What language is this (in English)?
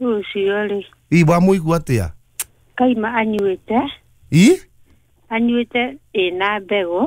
Kikuyu